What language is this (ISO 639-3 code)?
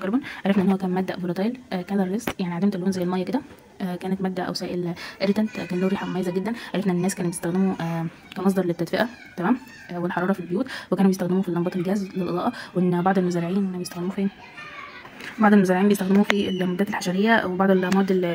arz